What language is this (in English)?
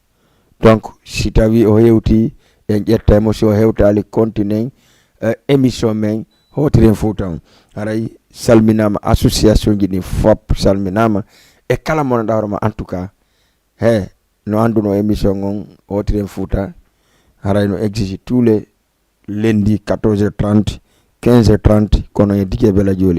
Fula